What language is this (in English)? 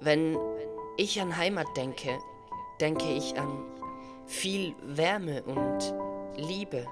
Swiss German